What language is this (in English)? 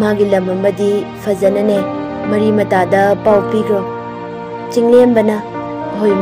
Manipuri